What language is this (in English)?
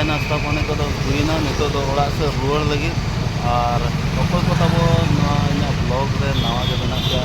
Santali